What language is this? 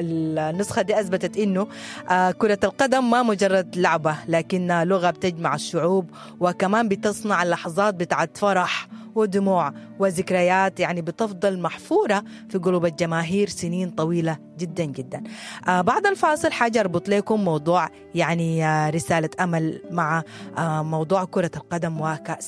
Sudanese Arabic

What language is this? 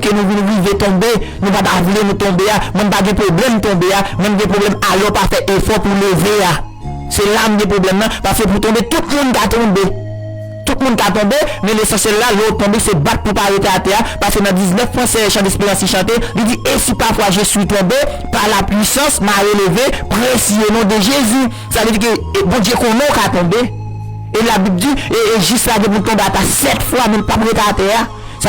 Haitian Creole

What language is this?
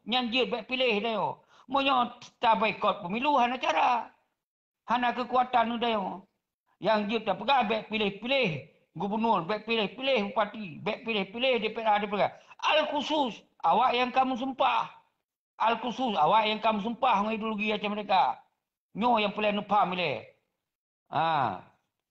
Achinese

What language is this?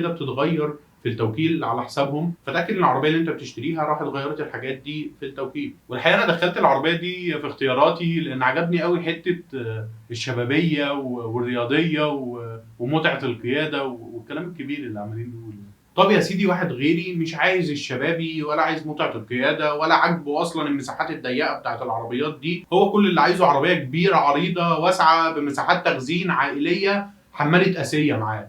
Egyptian Arabic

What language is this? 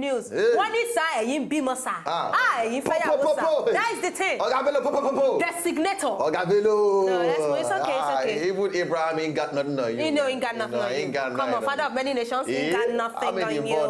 Nigerian Pidgin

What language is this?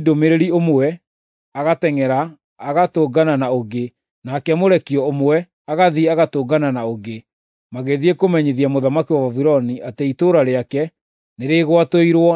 Kikuyu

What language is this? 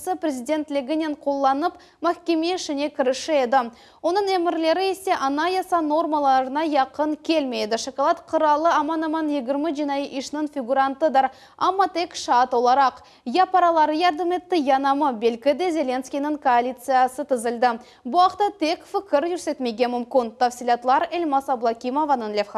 Crimean Tatar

